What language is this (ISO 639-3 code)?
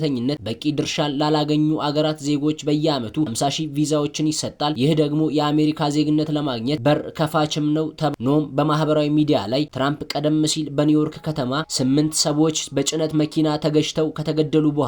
amh